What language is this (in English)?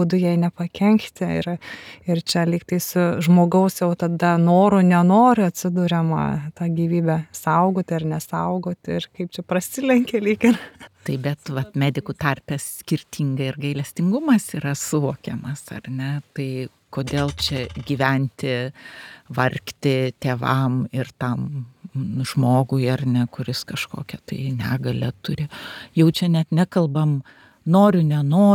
Lithuanian